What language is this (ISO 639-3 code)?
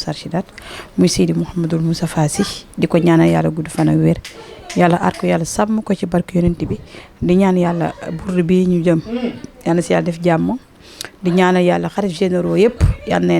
wol